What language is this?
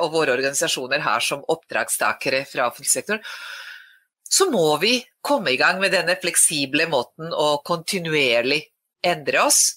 Norwegian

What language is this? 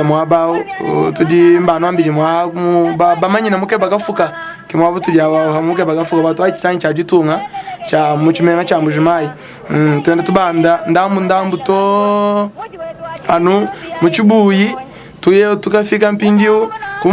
Luba-Lulua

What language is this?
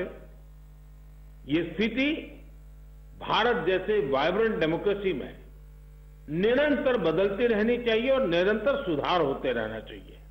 Hindi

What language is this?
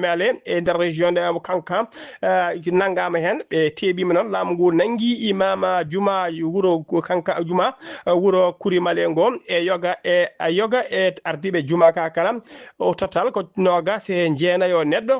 Fula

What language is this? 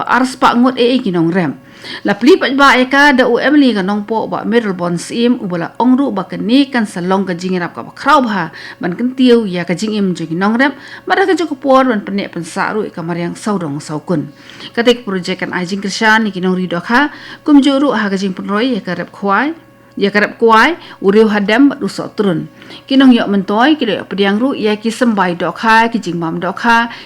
Khasi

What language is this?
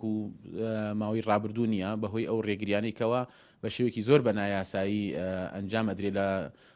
Central Kurdish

